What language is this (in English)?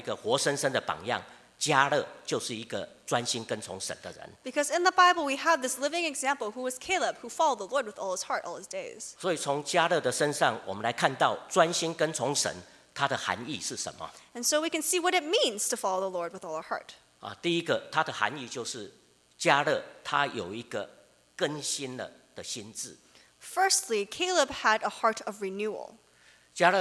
Chinese